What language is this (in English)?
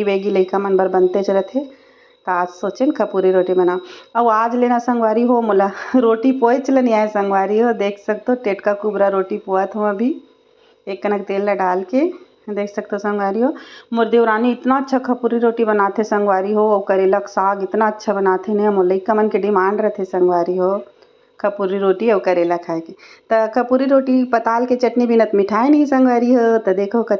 Chhattisgarhi